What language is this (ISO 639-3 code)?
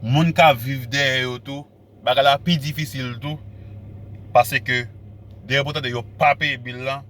hat